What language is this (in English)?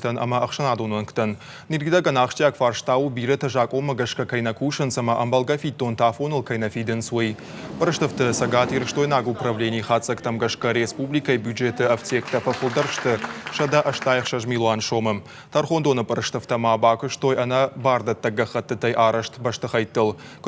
Ossetic